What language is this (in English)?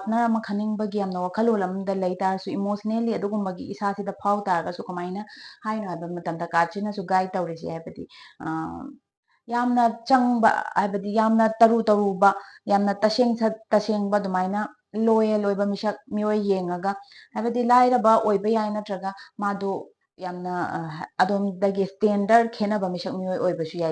Manipuri